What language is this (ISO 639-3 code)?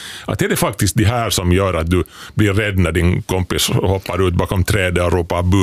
swe